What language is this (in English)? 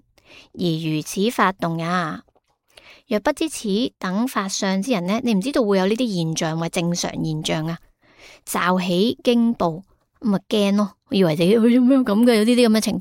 Cantonese